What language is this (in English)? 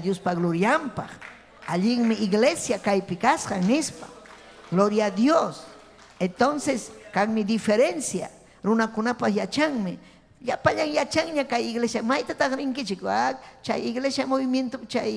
Ayacucho Quechua